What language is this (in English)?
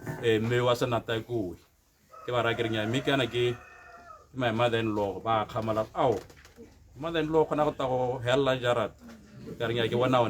Tswana